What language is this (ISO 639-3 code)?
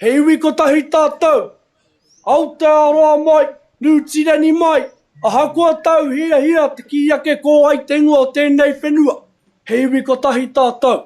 mri